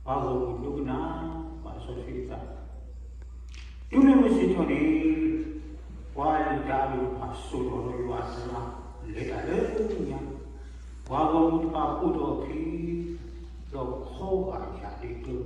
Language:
S'gaw Karen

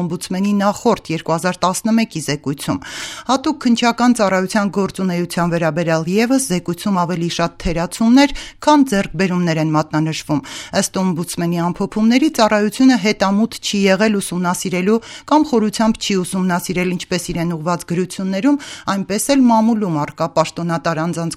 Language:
Armenian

